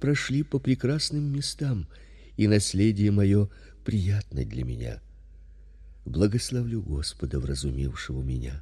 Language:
Russian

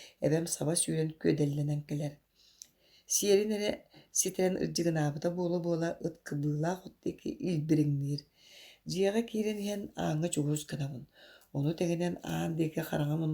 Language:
Yakut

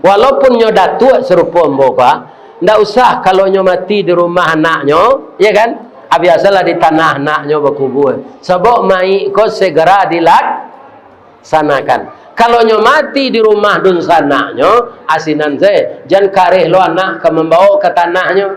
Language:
Minangkabau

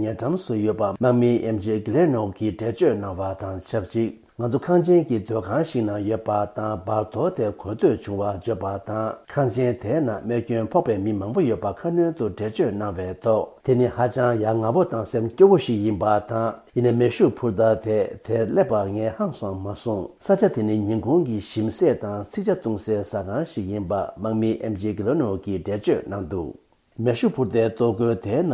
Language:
Tibetan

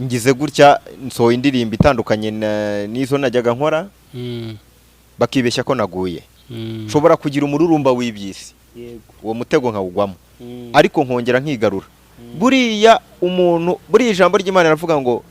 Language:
Kinyarwanda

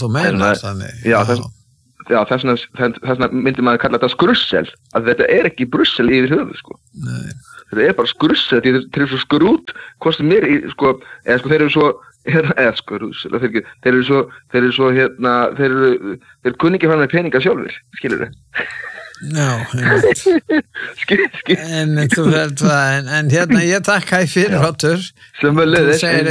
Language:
Icelandic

